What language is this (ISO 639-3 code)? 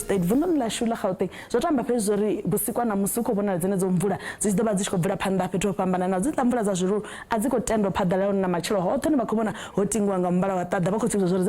ven